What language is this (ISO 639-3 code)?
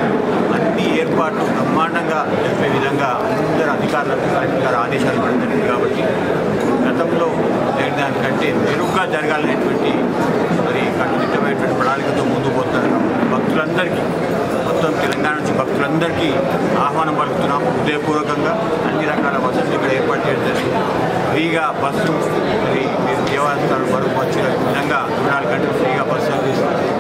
tel